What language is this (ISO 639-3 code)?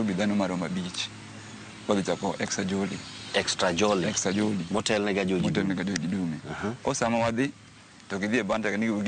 luo